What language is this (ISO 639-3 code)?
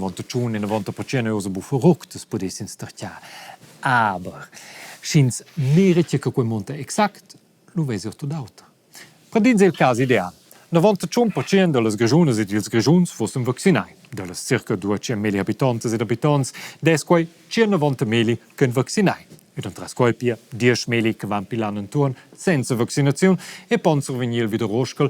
roh